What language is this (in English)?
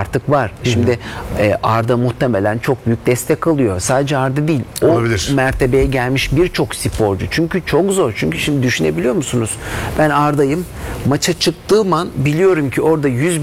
Turkish